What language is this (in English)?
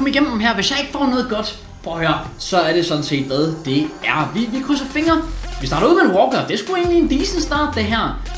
Danish